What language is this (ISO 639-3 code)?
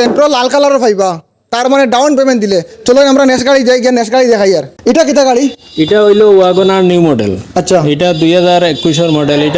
syl